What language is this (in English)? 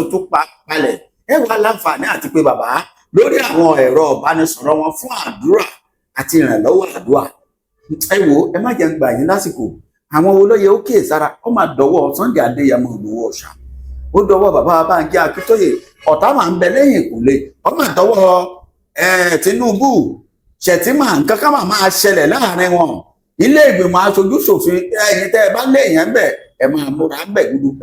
Yoruba